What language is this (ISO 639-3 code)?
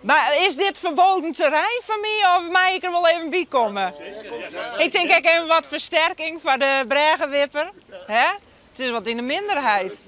fry